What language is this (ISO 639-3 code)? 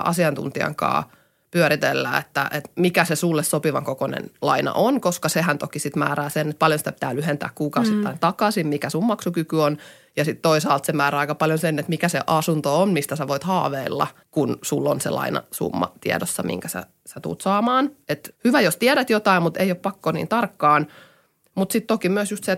fin